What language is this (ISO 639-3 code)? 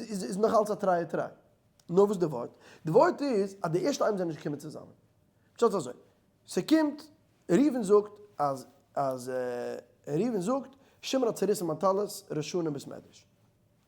yid